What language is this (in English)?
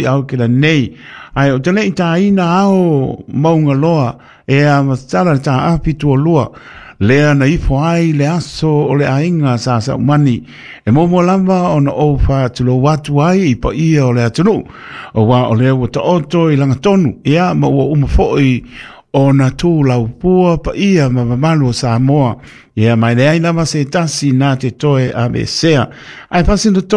Samoan